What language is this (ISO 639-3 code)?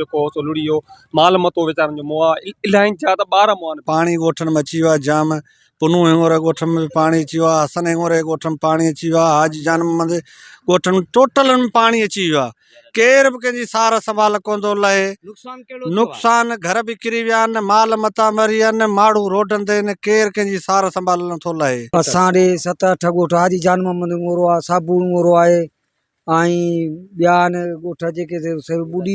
snd